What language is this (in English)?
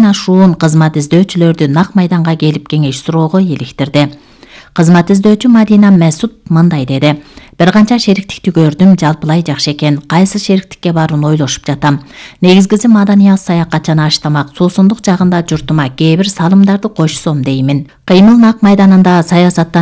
Kyrgyz